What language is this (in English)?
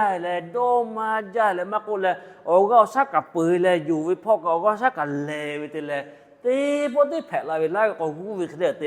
Lahu